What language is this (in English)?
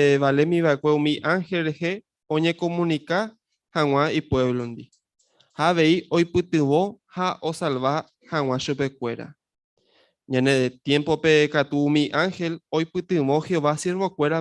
Guarani